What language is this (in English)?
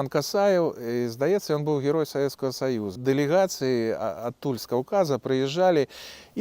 Belarusian